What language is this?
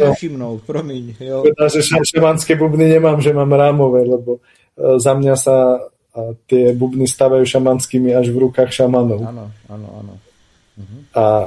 Slovak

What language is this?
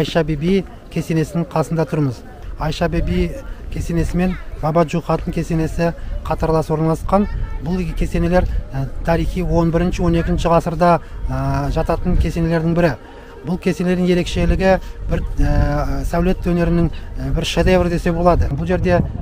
Kazakh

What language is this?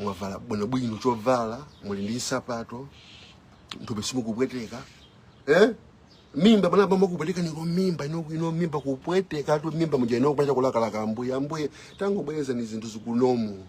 Nyanja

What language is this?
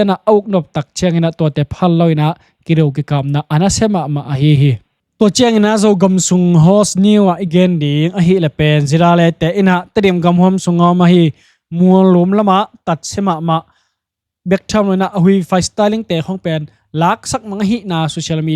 Tedim Chin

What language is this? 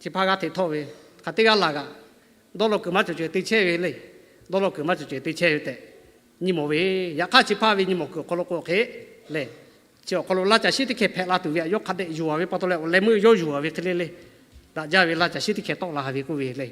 Lahu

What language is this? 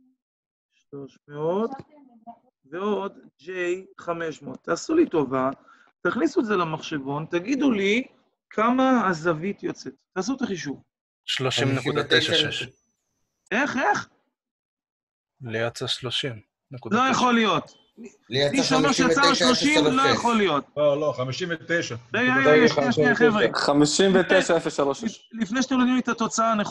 Hebrew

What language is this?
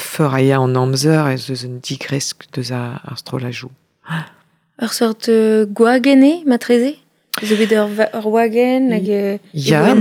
Breton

